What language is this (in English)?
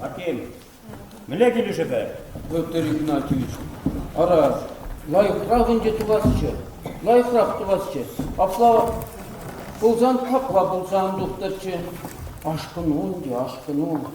Chuvash